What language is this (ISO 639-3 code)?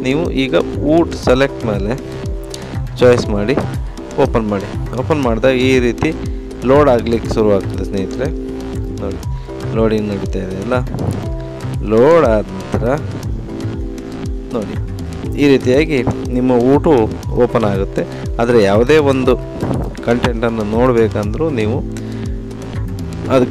kan